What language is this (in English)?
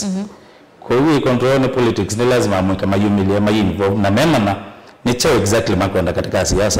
Kamba